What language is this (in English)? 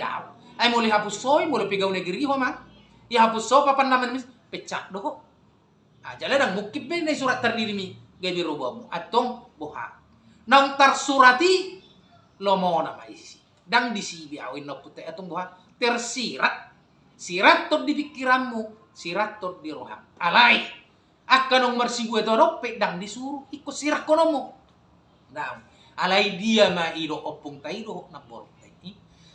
Batak Toba